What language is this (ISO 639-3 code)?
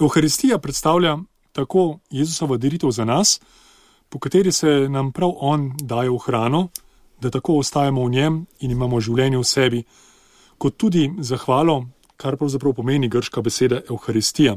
slv